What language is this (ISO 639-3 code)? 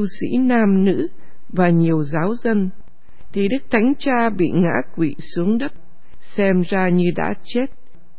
vie